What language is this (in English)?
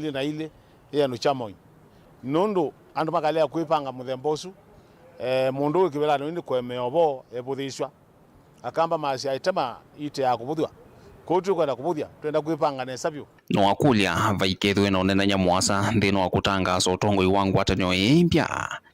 Kamba